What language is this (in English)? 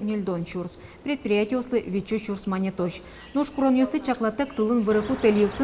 Udmurt